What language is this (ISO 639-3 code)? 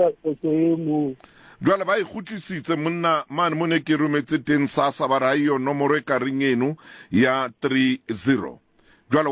sot